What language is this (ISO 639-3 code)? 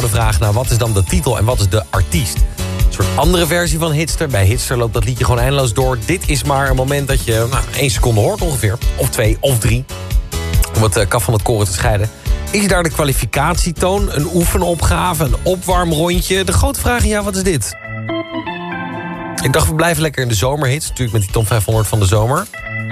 nld